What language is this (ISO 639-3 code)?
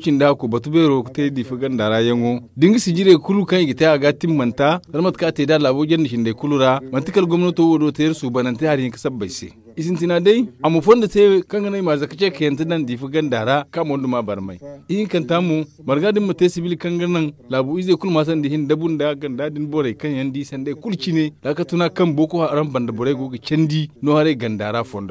dje